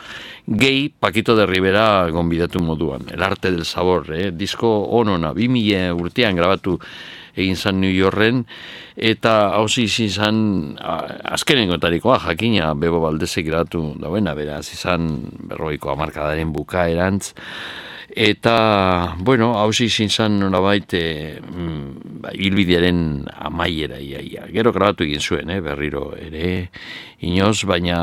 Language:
Basque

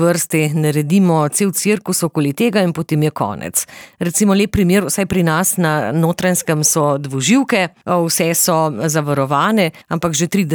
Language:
Slovenian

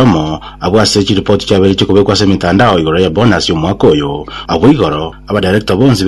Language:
Gusii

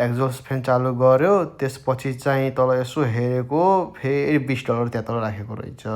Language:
Nepali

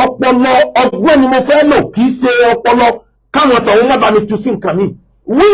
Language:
Yoruba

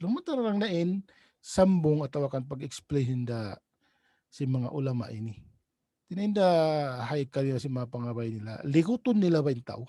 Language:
Tausug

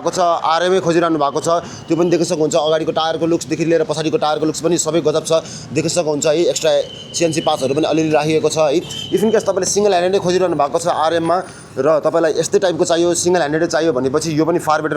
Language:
Nepali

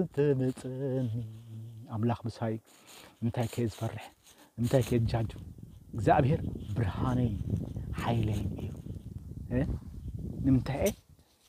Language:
Tigrinya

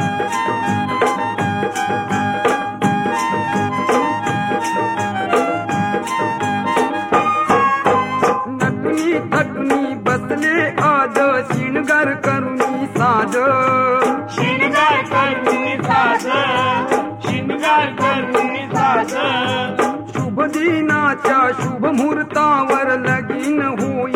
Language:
Marathi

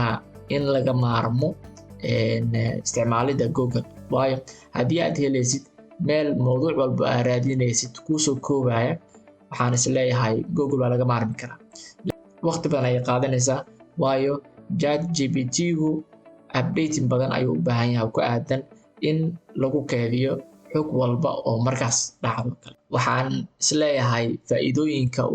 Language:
Somali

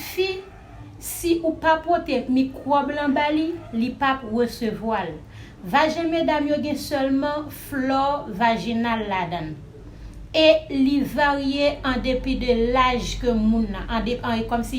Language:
Haitian Creole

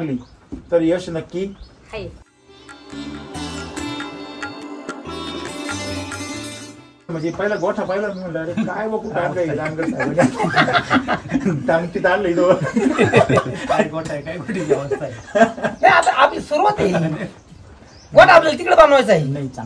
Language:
Marathi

